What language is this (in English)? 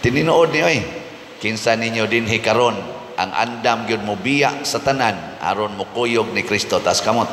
Cebuano